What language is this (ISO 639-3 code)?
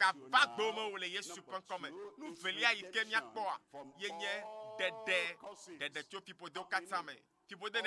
ewe